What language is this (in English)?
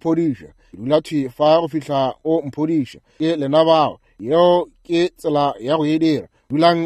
Northern Sotho